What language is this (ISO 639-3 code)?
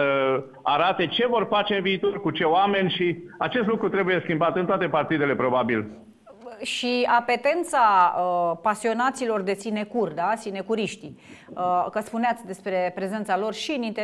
ron